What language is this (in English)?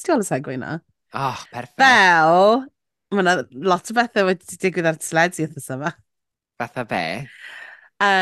Welsh